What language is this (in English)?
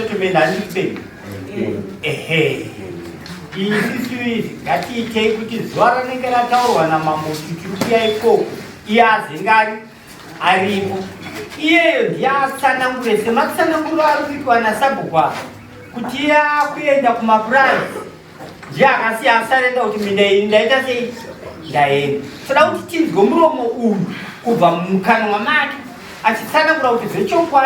Shona